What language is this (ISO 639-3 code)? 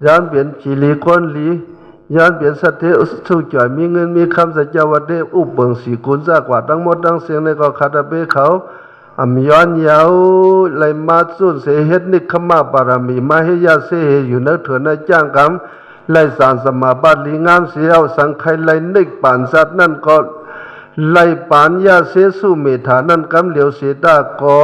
shn